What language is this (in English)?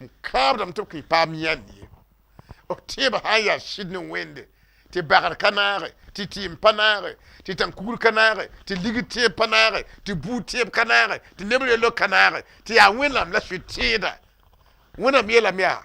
Mossi